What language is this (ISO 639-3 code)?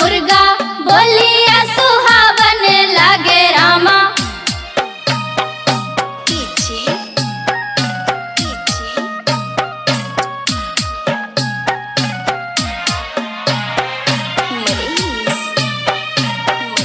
bho